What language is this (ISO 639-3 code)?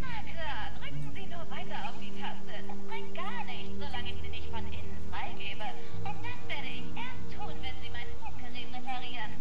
gsw